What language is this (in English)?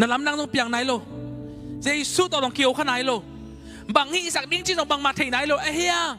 Tedim Chin